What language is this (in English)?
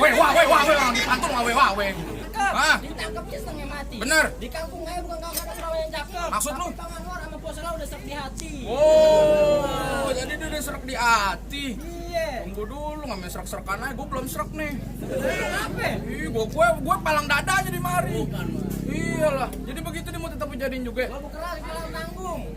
Betawi